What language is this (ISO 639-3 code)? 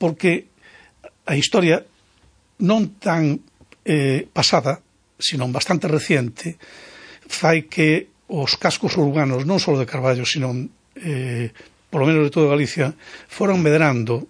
glg